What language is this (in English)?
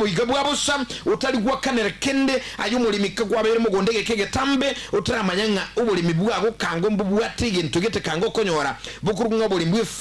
Gusii